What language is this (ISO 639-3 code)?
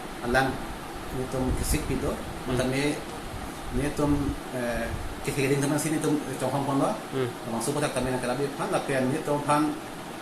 mjw